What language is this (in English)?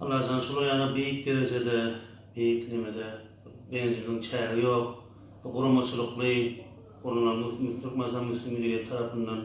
Turkmen